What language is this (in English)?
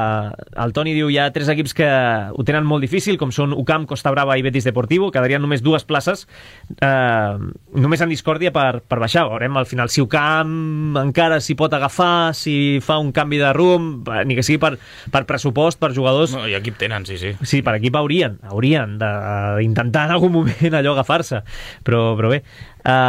Catalan